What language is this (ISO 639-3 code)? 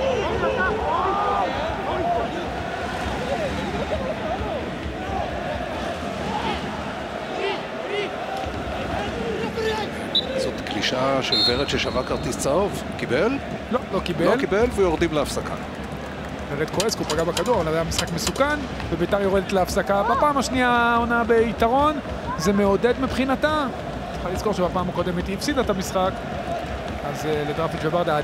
heb